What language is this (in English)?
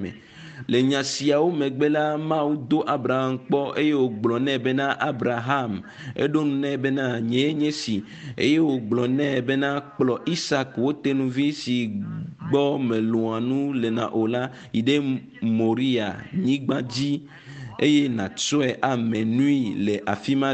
Ewe